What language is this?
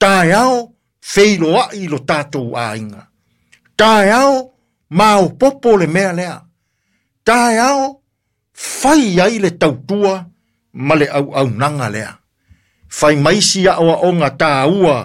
Samoan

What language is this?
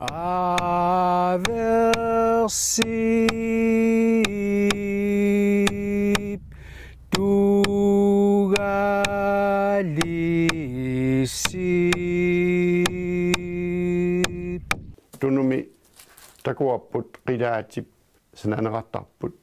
Kalaallisut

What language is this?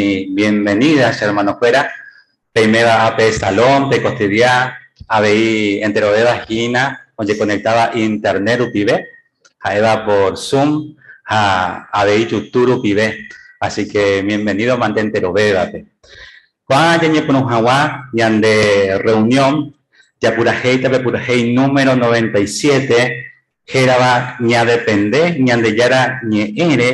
Guarani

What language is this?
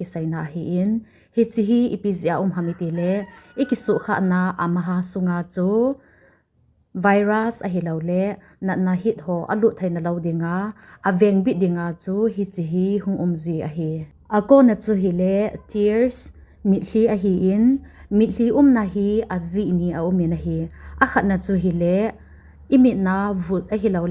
Thado Chin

